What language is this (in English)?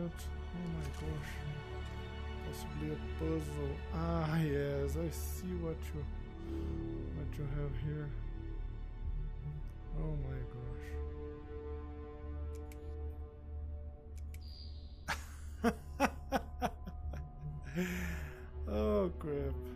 English